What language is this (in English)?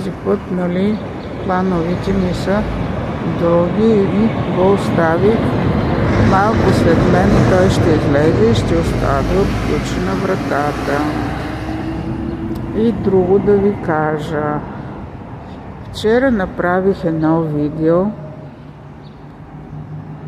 Bulgarian